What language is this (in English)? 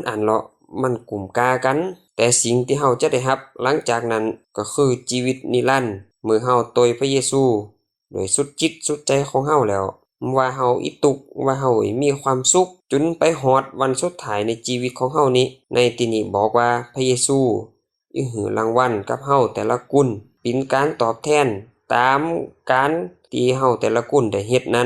Lao